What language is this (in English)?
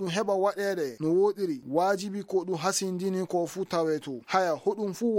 Maasina Fulfulde